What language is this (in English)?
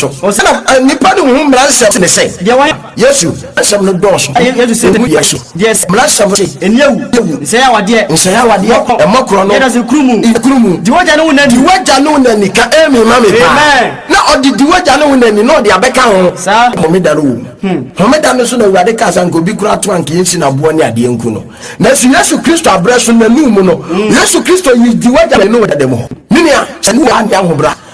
Akan